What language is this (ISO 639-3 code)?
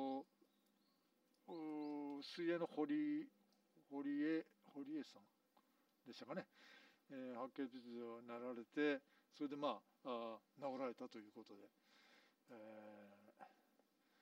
jpn